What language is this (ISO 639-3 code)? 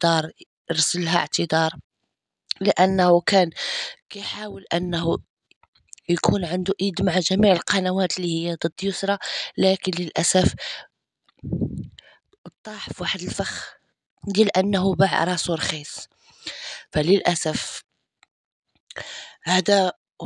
ary